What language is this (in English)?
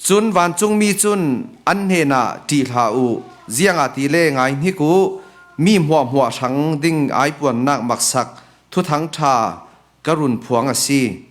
Falam Chin